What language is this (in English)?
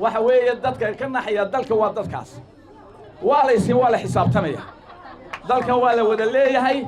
Somali